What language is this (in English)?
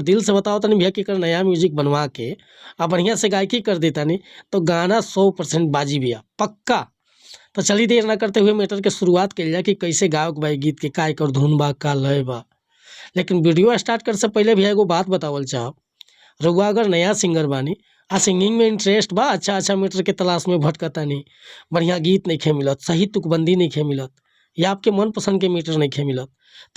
Bhojpuri